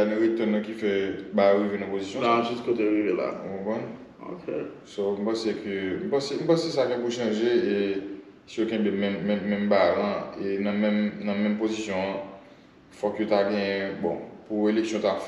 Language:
Haitian Creole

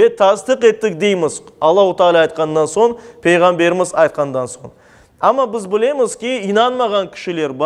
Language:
Crimean Tatar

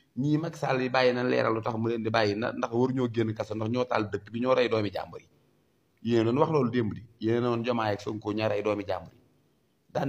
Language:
Wolof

